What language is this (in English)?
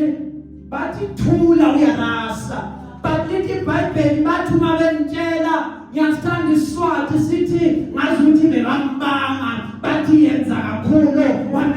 Zulu